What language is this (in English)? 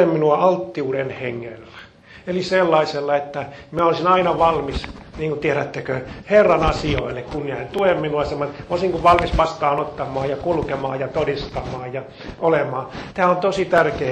Finnish